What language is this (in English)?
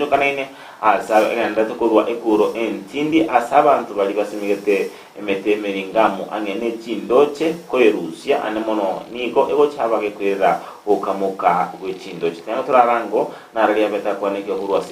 Gusii